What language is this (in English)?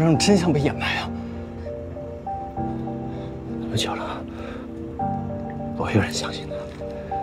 Chinese